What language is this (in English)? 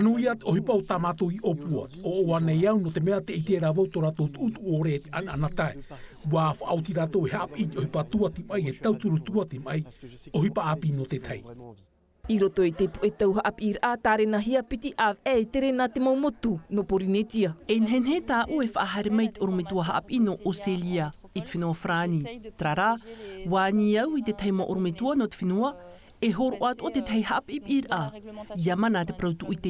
Tahitian